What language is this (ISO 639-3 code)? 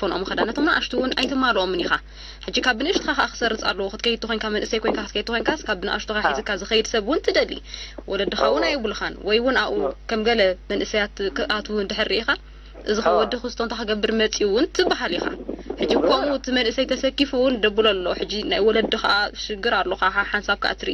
tir